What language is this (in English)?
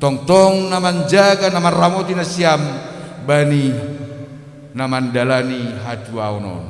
Batak Simalungun